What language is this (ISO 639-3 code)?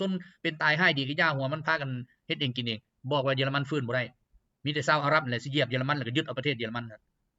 lao